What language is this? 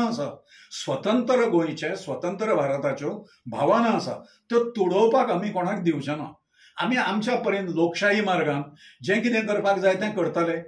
Konkani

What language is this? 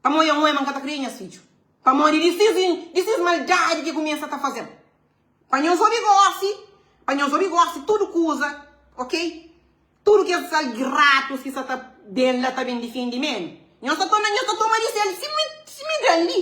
Kabuverdianu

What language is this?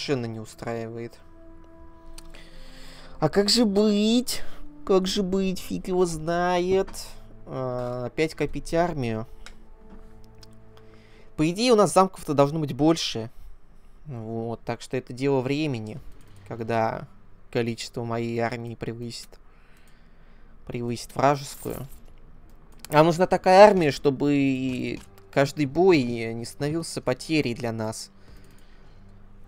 Russian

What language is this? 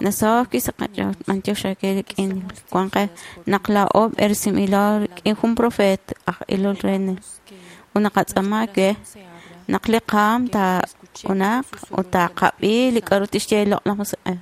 Kekchí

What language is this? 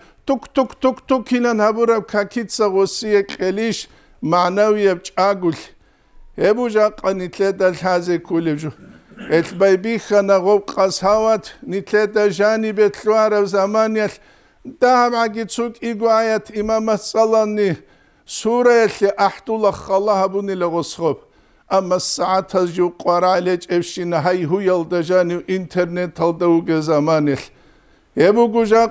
Avaric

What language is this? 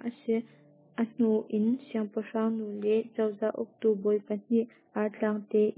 Hakha Chin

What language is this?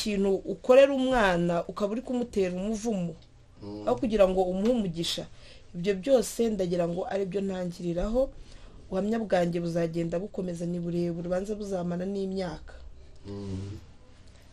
Kinyarwanda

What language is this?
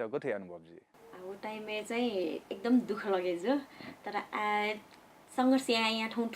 Newari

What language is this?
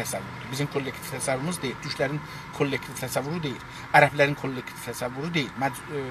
South Azerbaijani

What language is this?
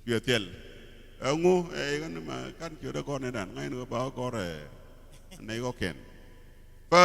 Nuer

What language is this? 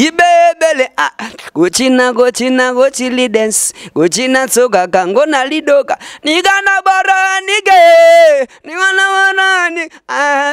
Lingala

